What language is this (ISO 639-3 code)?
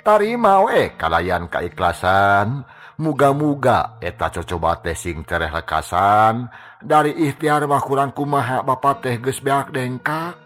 sun